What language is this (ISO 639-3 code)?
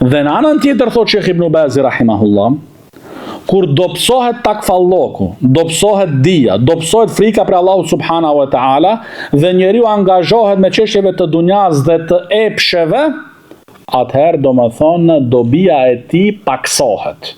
sqi